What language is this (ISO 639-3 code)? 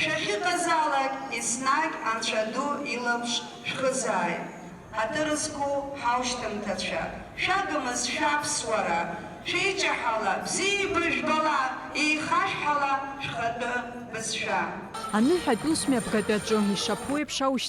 abk